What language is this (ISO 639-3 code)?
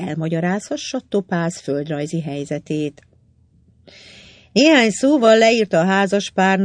hun